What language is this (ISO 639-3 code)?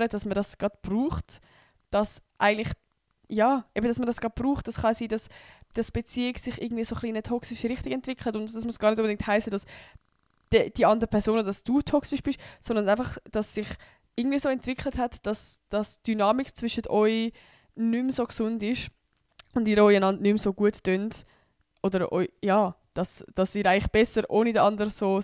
gsw